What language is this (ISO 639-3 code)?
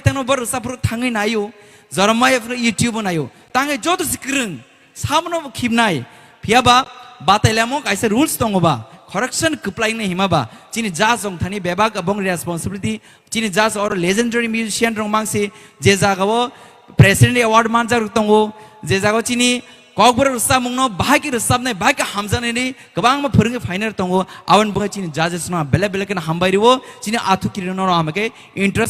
trp